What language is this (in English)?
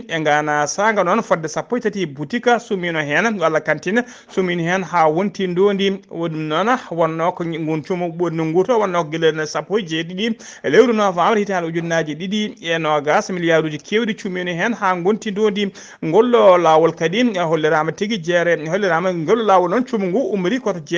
Fula